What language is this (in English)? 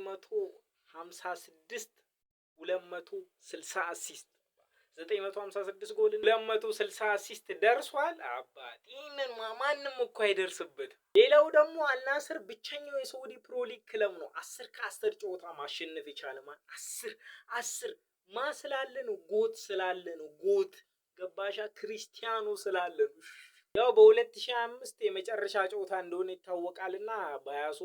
Amharic